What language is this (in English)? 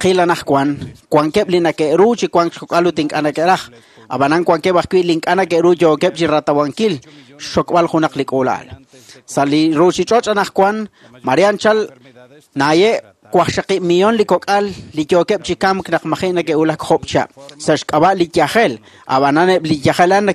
Kekchí